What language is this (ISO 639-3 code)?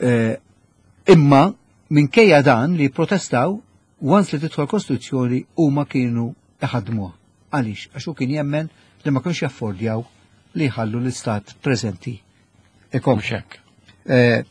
mlt